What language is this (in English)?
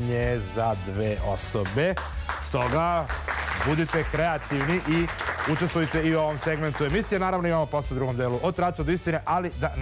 Serbian